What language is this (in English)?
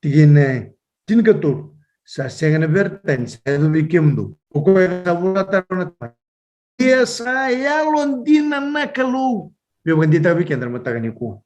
Fijian